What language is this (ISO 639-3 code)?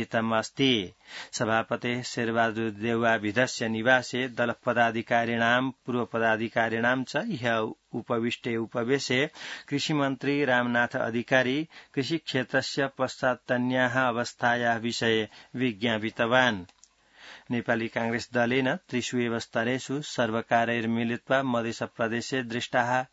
san